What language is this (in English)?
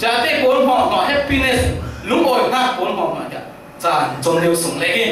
Falam Chin